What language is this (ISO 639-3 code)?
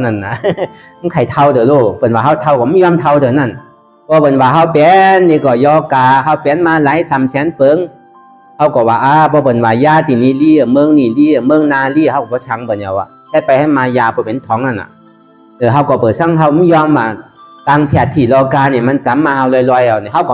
shn